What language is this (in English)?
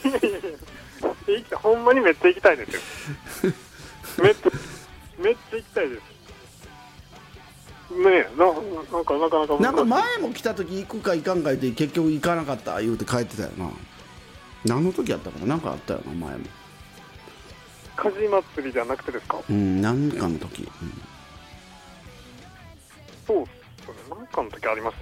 Japanese